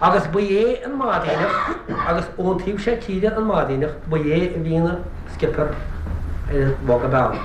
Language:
Irish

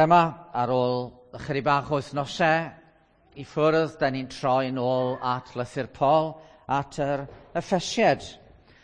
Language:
Welsh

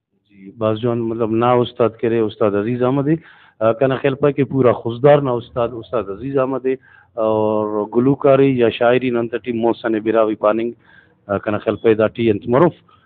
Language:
Brahui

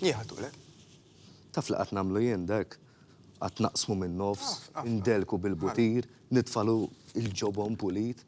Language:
Maltese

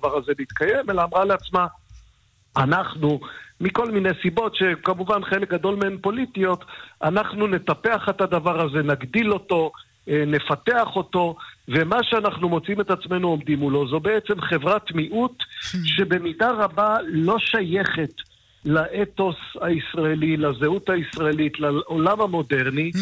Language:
Hebrew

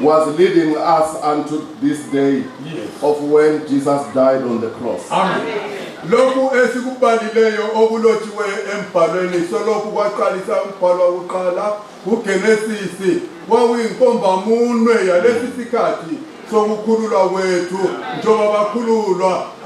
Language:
North Ndebele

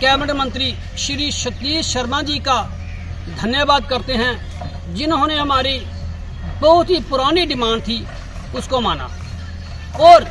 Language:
Dogri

